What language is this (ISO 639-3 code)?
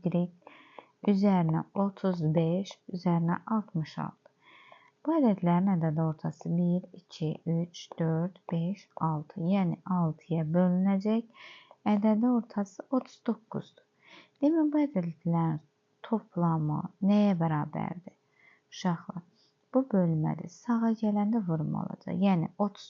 aze